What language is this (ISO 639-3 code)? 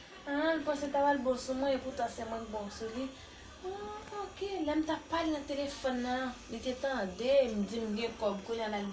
hat